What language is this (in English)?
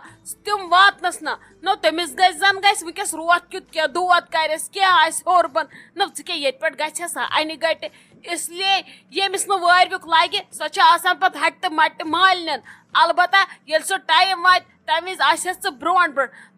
Kashmiri